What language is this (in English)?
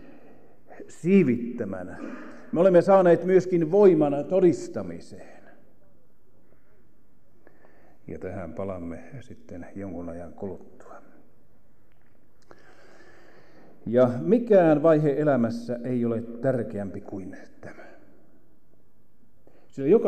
Finnish